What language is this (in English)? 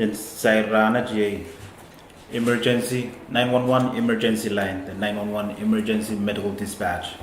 Pohnpeian